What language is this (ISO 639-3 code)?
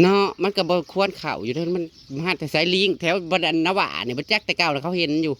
tts